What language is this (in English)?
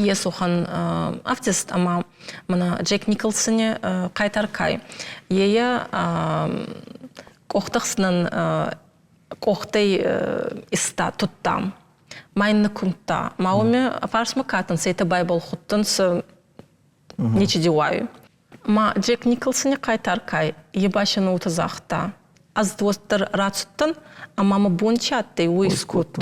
Ossetic